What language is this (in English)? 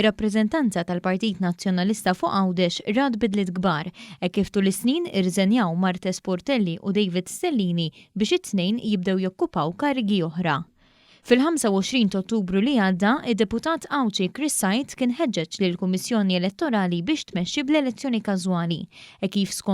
Maltese